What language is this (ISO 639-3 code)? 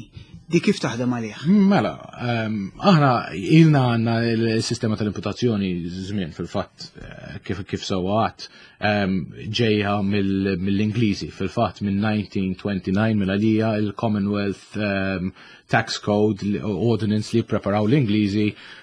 mlt